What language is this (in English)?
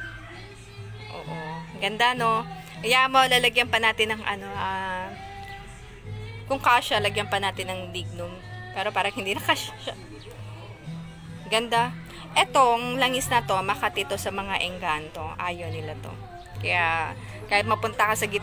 Filipino